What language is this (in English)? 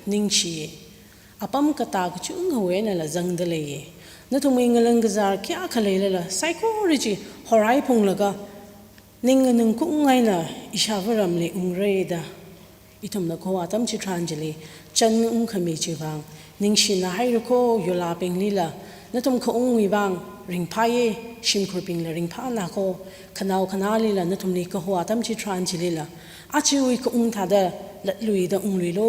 Tangkhul Naga (India)